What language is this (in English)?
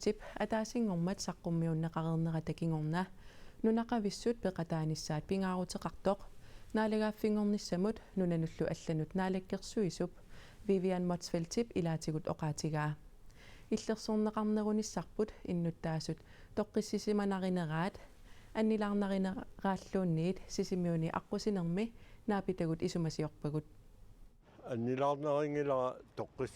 Kalaallisut